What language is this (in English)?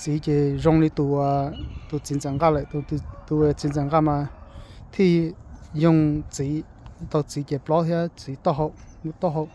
Hmong